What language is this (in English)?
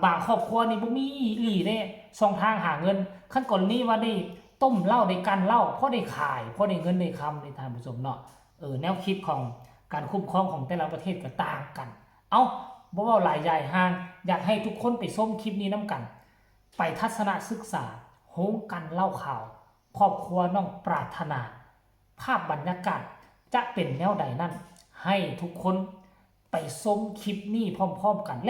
Northeastern Thai